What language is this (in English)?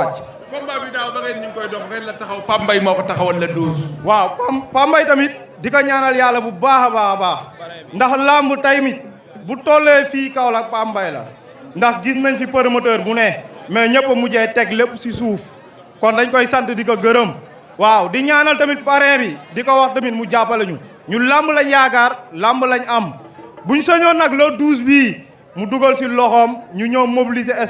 Wolof